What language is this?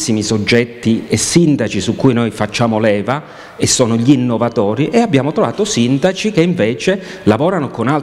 Italian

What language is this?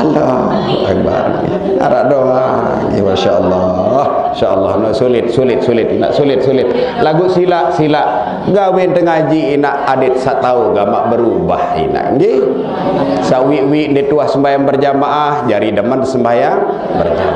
Sasak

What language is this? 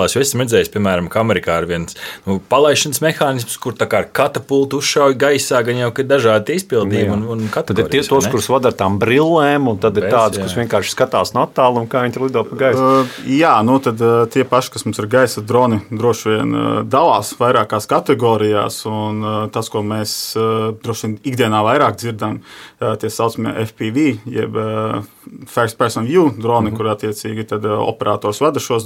Latvian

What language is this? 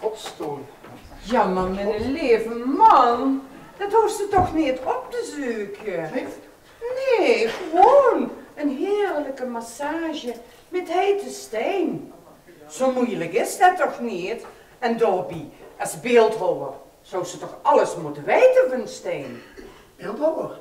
Limburgish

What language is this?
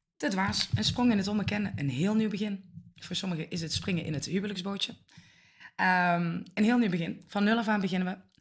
Dutch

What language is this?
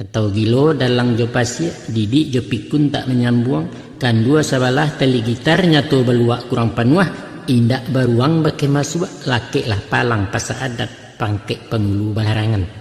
Minangkabau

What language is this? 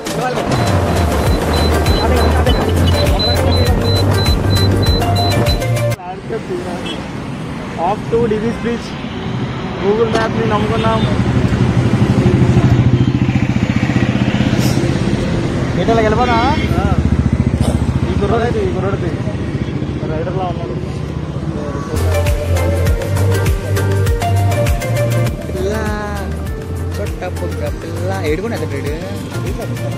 Telugu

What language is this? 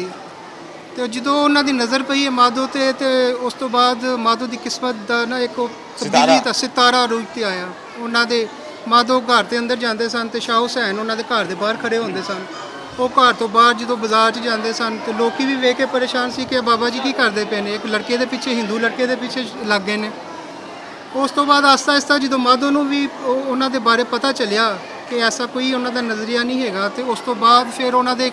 Punjabi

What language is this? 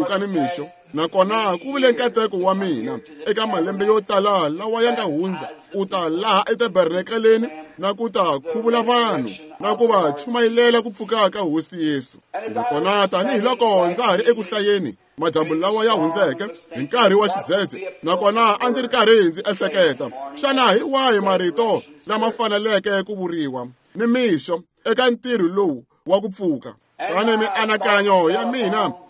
Tsonga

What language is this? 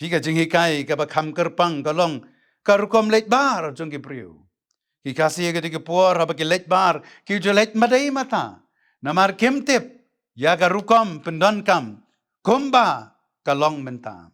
Khasi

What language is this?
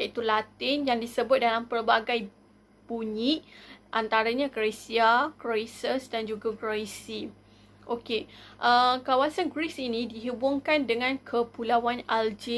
Malay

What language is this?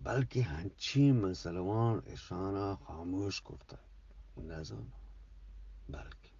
Eastern Balochi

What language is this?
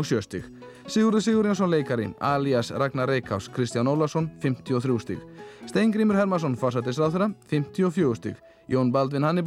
Icelandic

